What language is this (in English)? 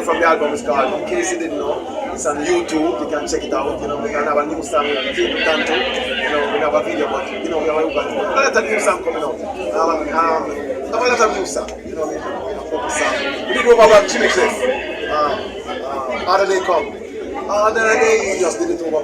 Jamaican Creole English